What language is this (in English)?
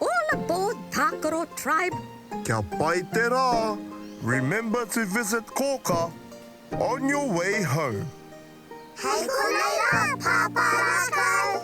Māori